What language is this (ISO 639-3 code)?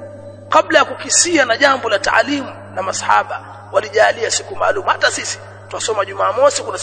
swa